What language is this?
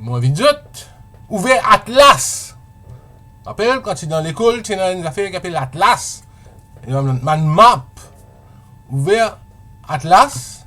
Morisyen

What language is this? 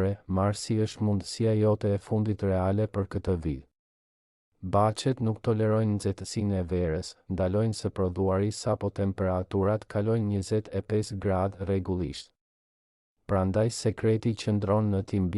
Albanian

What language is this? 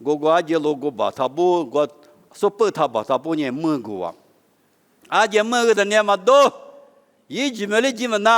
Lisu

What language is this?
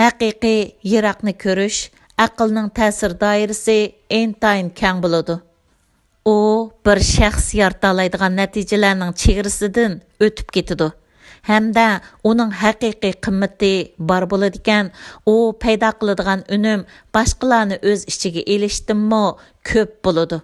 Uyghur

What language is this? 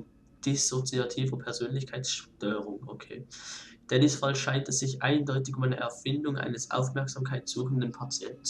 Swiss German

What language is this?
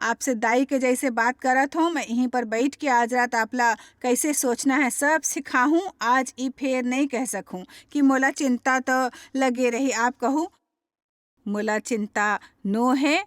Chhattisgarhi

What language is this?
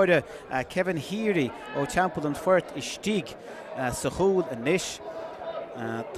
Irish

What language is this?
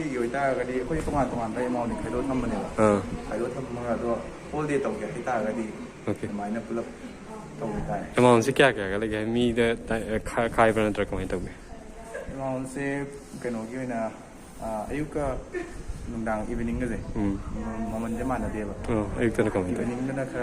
Manipuri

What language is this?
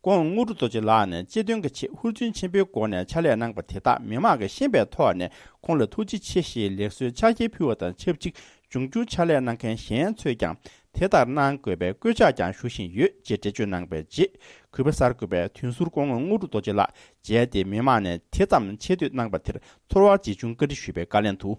Tibetan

